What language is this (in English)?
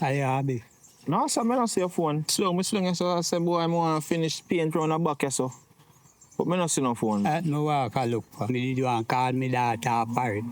Jamaican Creole English